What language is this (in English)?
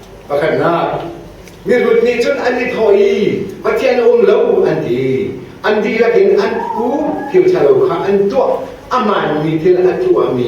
Hakha Chin